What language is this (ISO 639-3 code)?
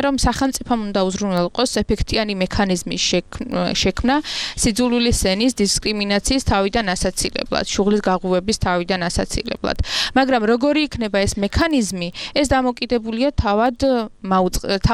kat